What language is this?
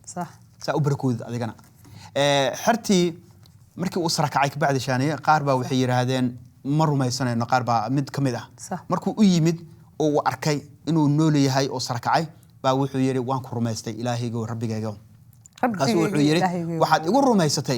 Somali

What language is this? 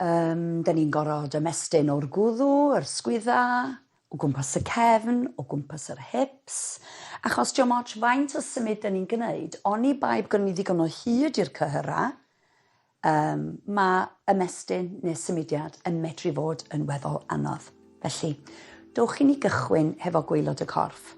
Welsh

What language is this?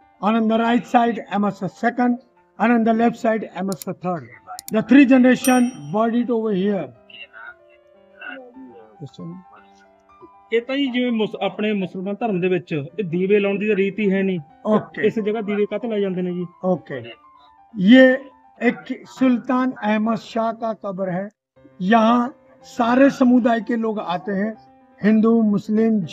Punjabi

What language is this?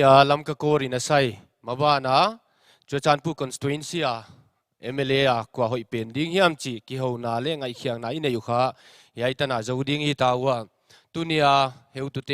Paite Chin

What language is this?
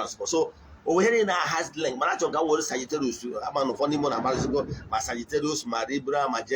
Igbo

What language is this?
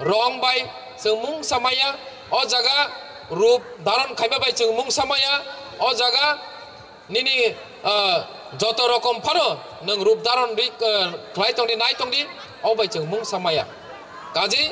Kok Borok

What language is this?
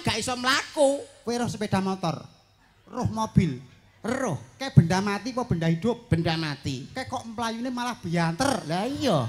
Javanese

